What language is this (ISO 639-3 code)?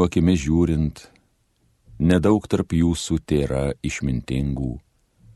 lit